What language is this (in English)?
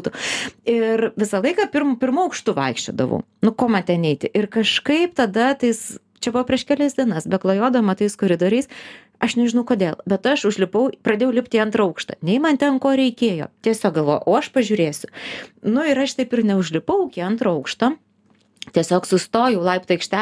Lithuanian